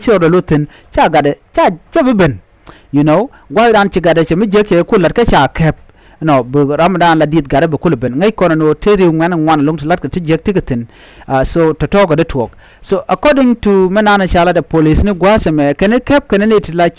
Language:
Nuer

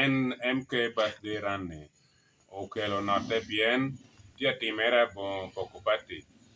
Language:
Lango (Uganda)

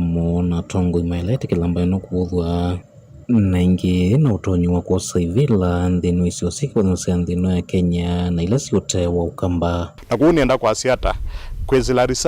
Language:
Kamba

